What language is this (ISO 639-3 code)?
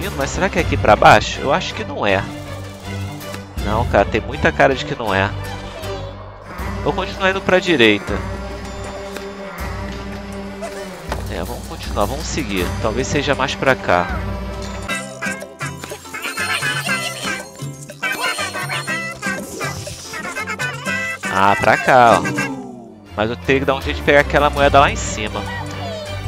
por